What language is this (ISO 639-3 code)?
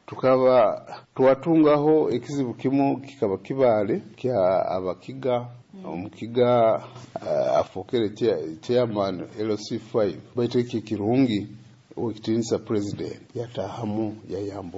nyo